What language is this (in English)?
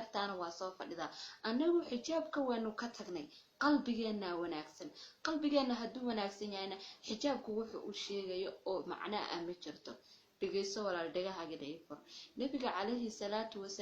Somali